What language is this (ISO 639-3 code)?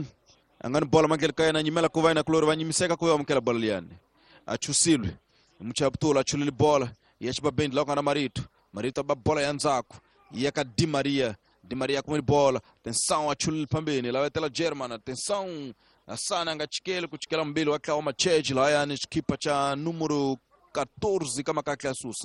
tso